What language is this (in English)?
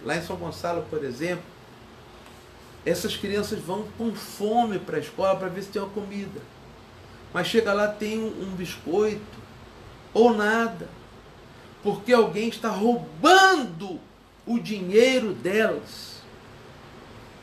Portuguese